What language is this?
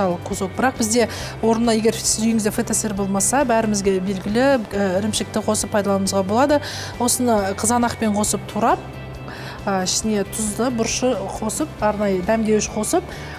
Kazakh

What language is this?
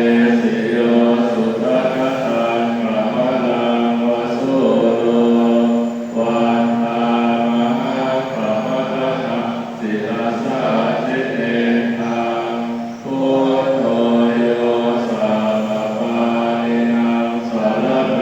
Pali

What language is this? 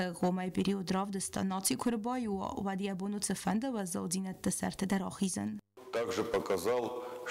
Ossetic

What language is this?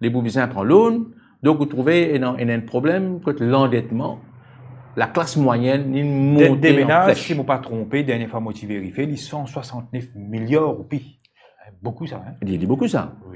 Morisyen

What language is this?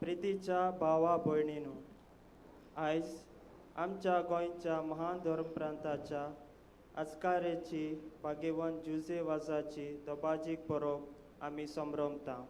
Konkani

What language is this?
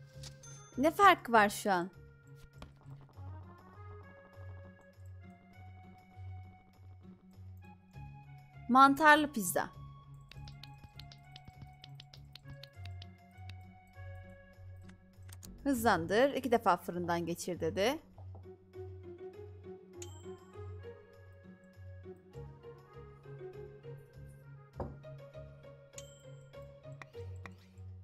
Turkish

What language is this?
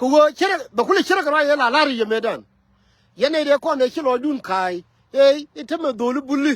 Nuer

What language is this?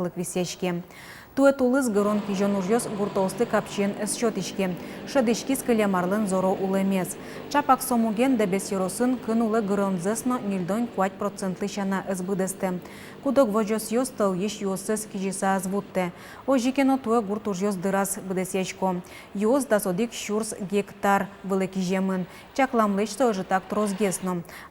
Udmurt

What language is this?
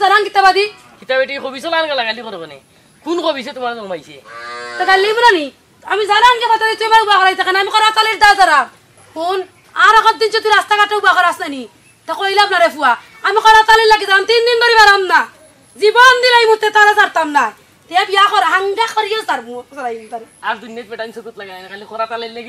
Sylheti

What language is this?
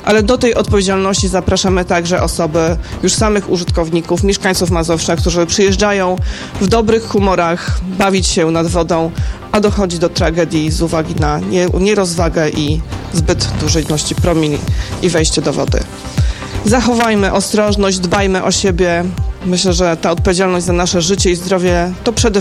Polish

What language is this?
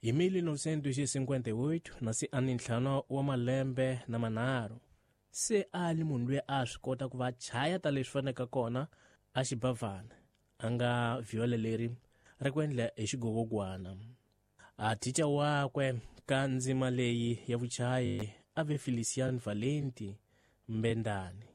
Tsonga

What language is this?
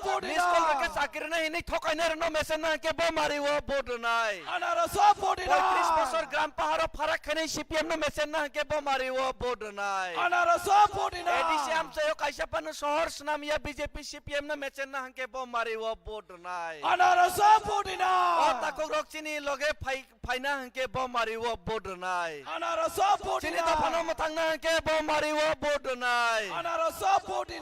Kok Borok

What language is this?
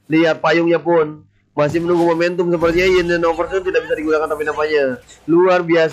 Indonesian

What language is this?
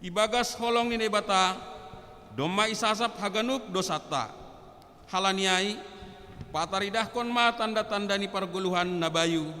Batak Simalungun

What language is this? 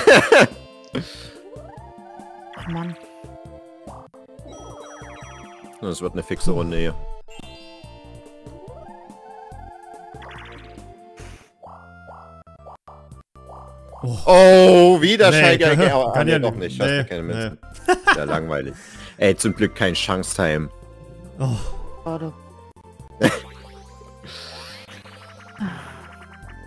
German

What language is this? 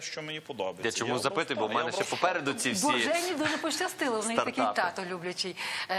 Ukrainian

